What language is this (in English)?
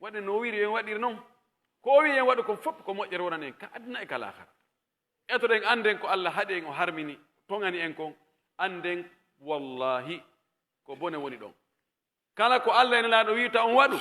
Pular